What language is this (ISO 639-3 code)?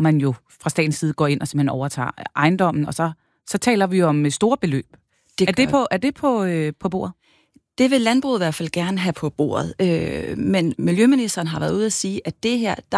dan